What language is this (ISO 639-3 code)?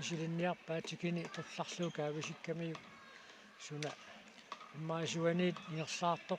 kal